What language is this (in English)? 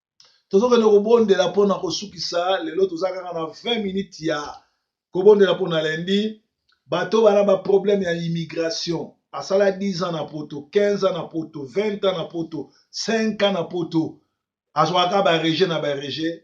Lingala